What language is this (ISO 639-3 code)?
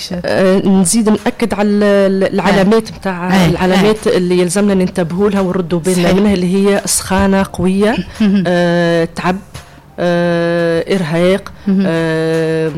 aeb